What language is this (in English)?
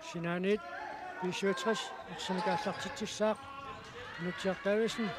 Kalaallisut